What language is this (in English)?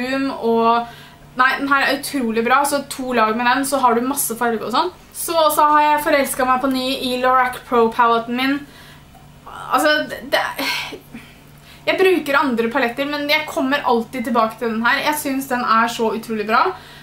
Norwegian